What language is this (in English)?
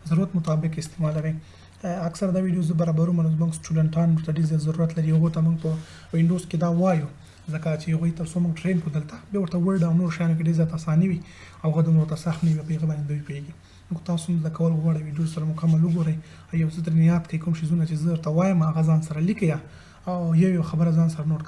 Pashto